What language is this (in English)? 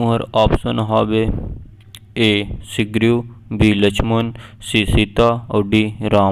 Chhattisgarhi